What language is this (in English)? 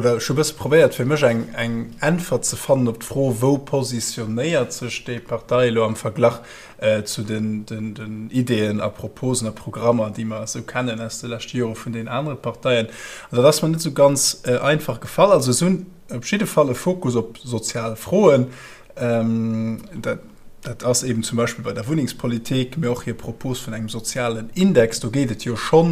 Luxembourgish